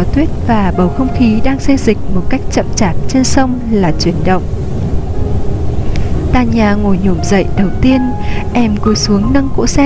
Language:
Vietnamese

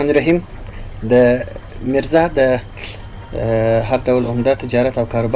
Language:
Pashto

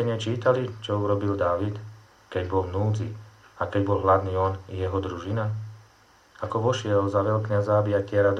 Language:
Slovak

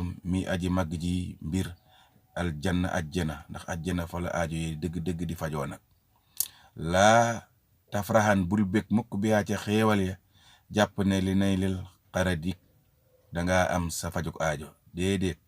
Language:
Wolof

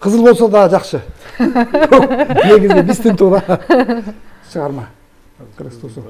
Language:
Kyrgyz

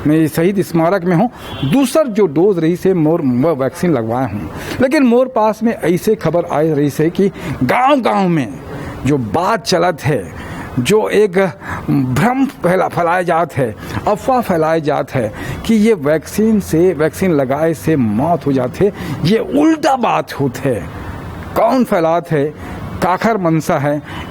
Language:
Chhattisgarhi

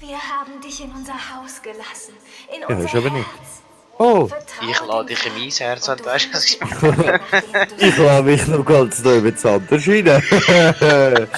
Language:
Swiss German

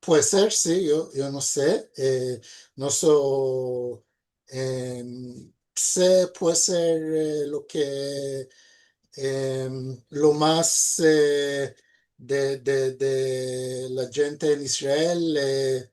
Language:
Ladino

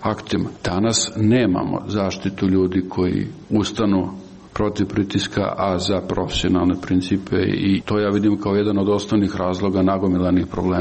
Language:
Serbian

